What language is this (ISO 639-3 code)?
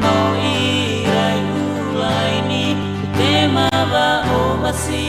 nia